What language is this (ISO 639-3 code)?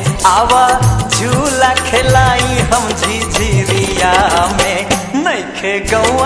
bho